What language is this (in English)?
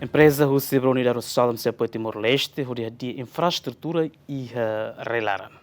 Tetum